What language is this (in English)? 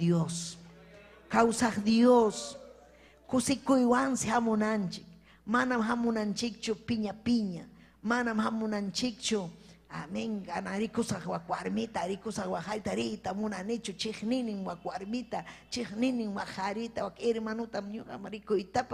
Ayacucho Quechua